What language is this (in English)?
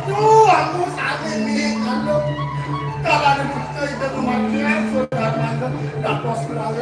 Balinese